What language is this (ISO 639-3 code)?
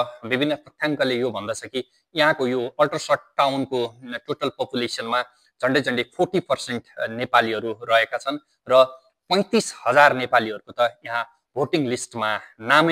nep